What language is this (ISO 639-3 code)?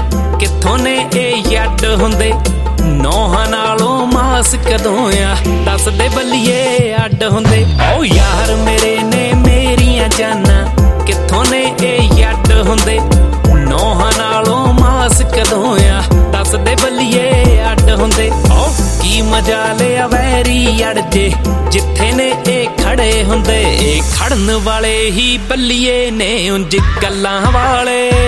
pan